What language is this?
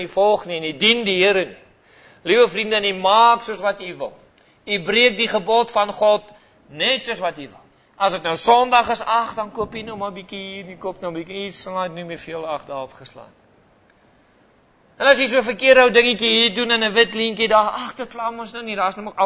Afrikaans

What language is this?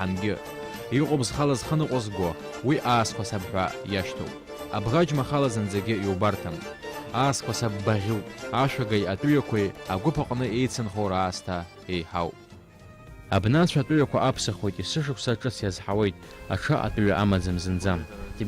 Abkhazian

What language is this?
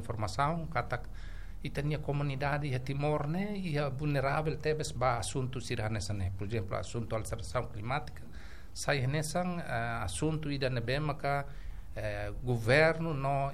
Tetum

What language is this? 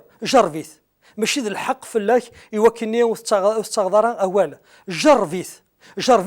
Kabyle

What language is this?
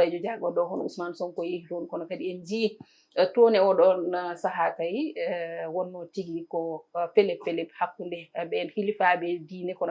Fula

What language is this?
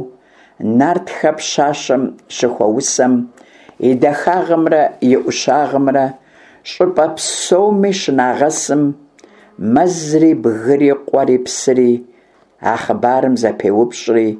Kabardian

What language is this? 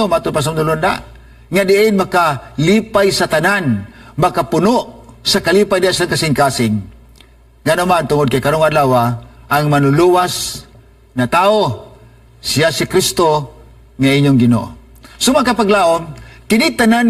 Cebuano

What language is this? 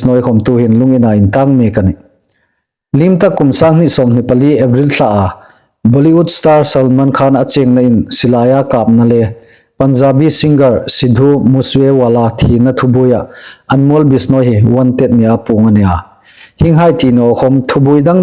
Hmar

